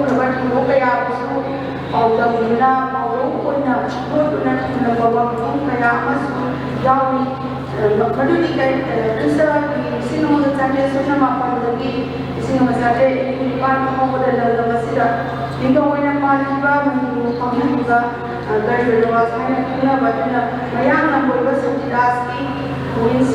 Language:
Manipuri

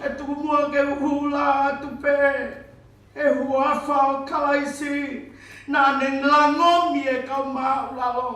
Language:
Tongan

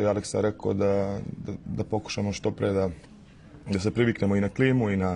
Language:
Serbian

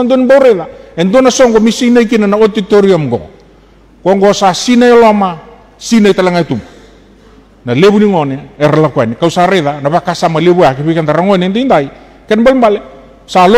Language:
Fijian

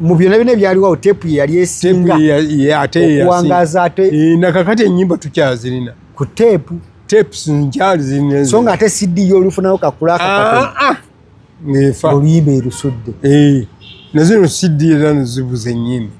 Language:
Ganda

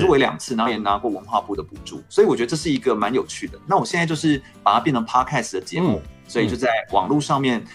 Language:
Chinese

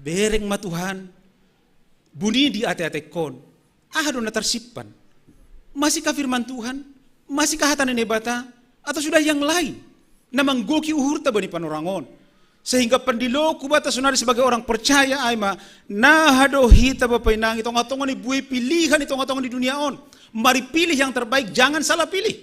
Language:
Batak Simalungun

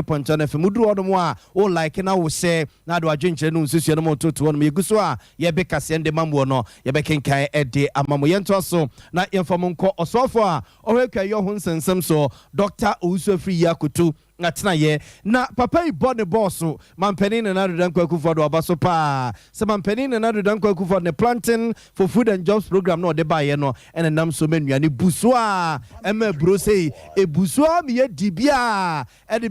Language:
Akan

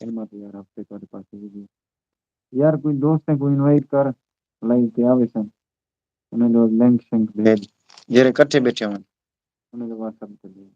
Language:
Saraiki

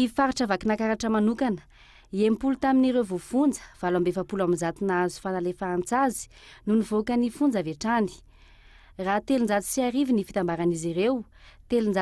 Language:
Malagasy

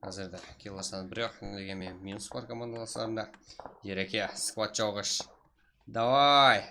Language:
Kara-Kalpak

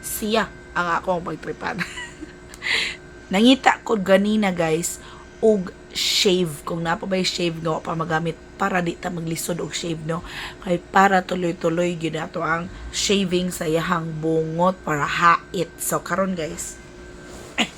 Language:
Cebuano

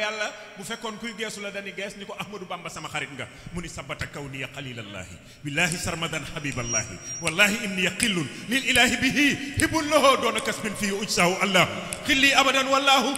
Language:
Wolof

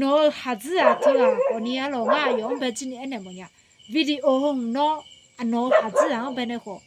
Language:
Akha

